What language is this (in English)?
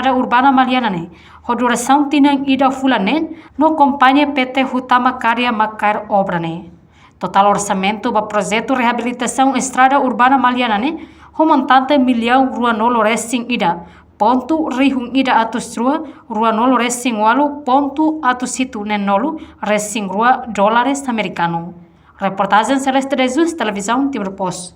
Tetum